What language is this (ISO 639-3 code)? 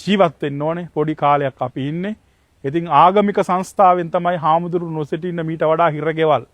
sin